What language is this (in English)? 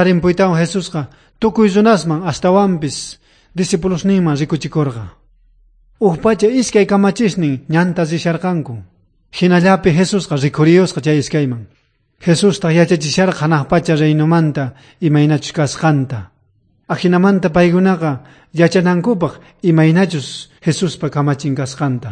South Bolivian Quechua